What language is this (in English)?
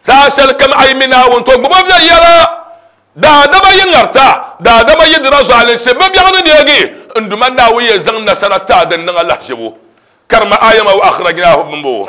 Dagbani